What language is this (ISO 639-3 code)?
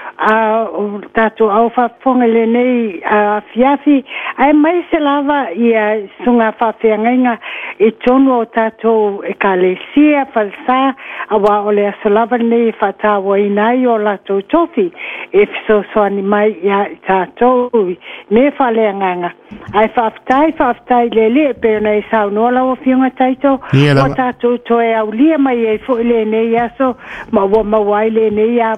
smo